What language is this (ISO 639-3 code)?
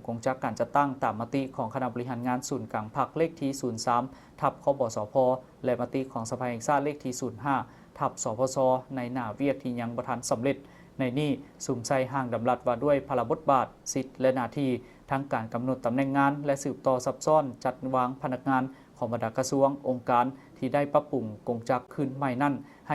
lao